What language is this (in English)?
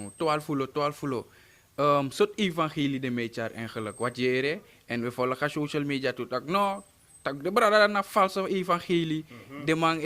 Sranan Tongo